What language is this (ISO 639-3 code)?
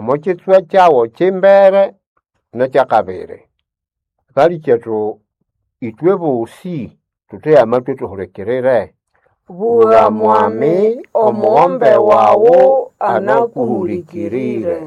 nnb